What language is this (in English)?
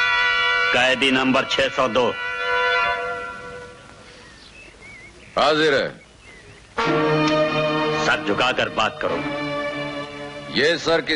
Hindi